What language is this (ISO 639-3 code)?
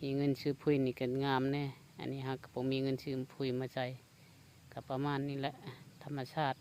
lao